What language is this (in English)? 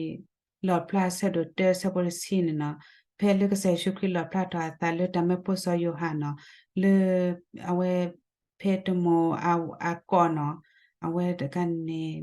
S'gaw Karen